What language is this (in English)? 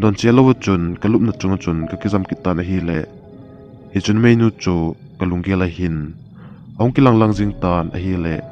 Thado Chin